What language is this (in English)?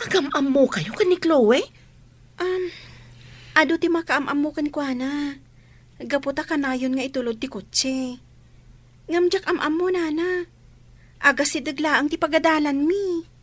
Iloko